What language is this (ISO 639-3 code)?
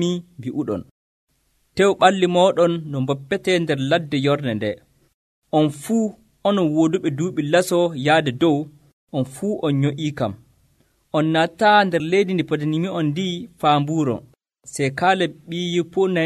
fuv